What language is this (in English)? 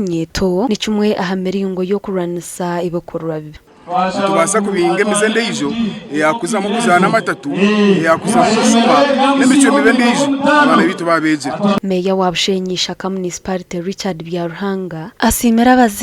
Nyankole